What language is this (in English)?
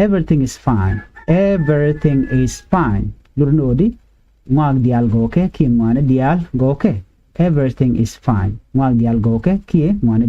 Nuer